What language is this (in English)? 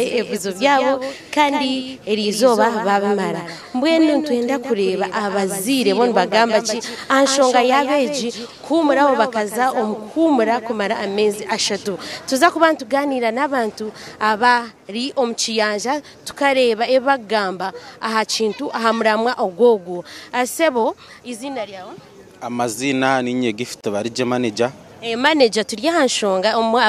Nyankole